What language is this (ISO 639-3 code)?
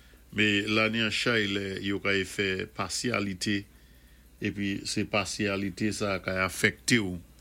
acf